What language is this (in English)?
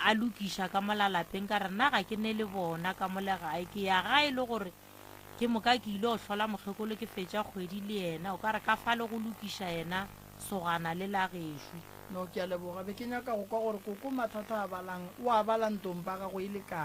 Northern Sotho